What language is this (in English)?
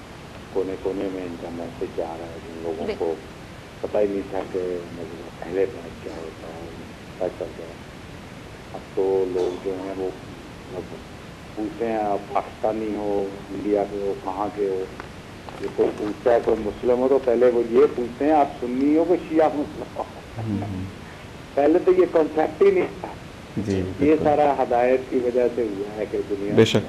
Urdu